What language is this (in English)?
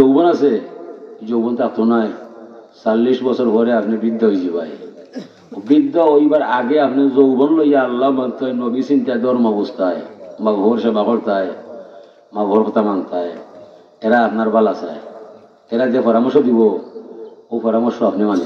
Sylheti